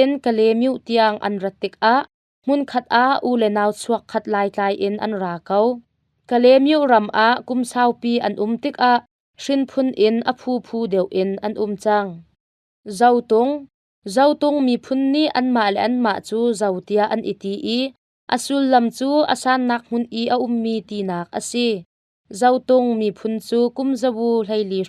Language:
Hakha Chin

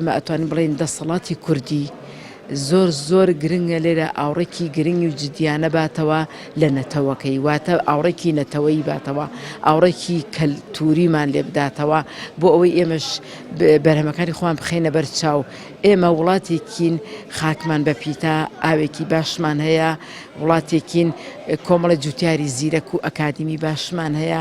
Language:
Central Kurdish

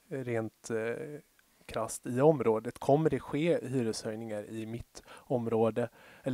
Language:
Swedish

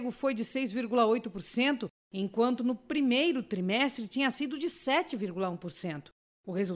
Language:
Portuguese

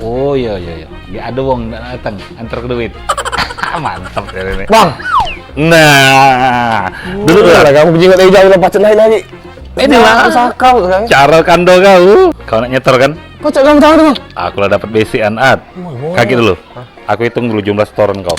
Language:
Musi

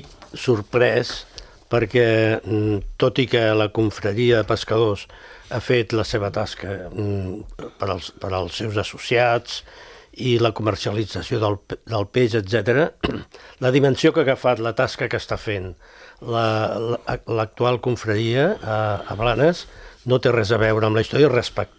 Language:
Catalan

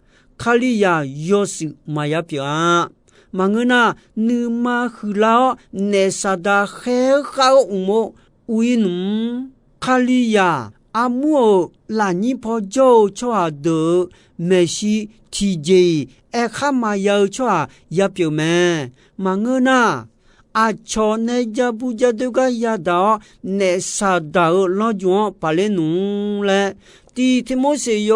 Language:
Akha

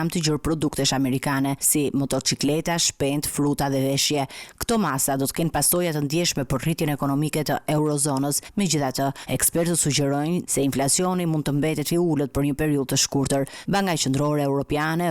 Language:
Albanian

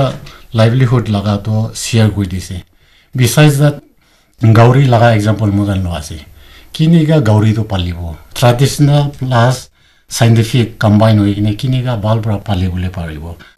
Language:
Naga Pidgin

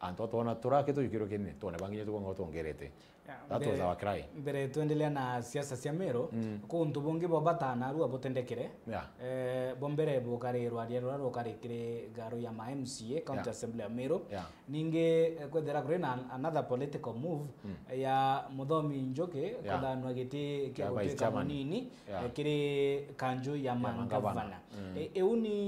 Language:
Meru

